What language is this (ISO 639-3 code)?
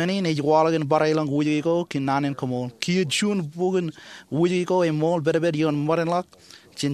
mah